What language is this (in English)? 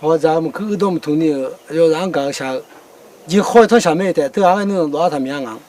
Akha